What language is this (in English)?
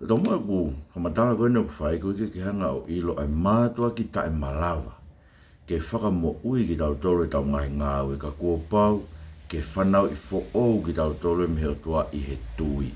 Tongan